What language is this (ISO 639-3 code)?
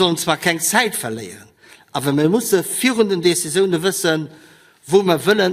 ltz